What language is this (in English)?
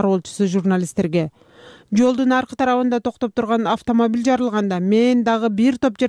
Kyrgyz